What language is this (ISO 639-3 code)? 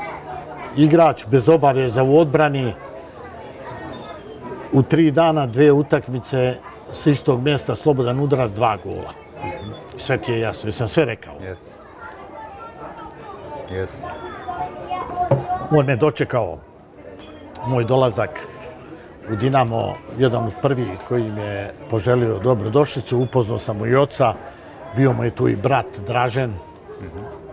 bos